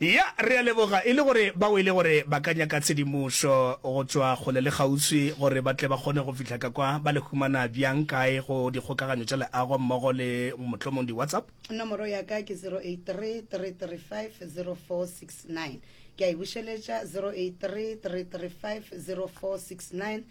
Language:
Northern Sotho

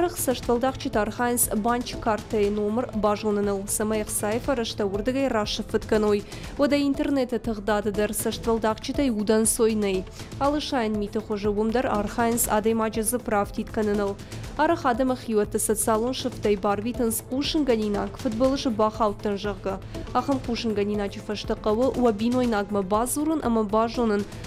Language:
Ossetic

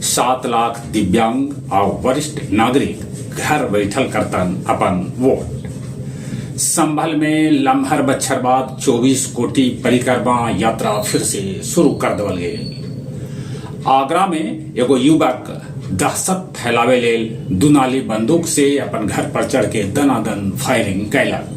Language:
Magahi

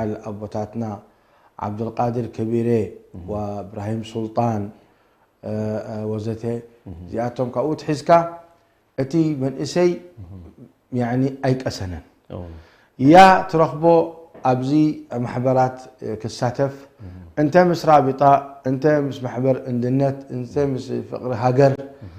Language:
Tigrinya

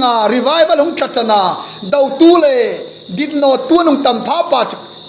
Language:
Hmar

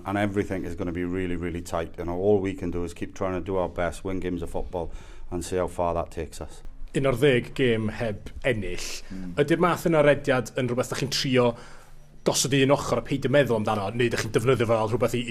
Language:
Welsh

